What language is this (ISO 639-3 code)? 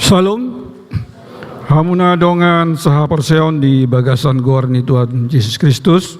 bbc